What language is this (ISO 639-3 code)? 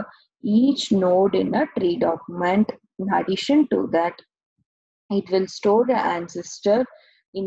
eng